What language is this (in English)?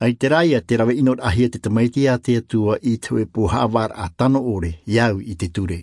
Tahitian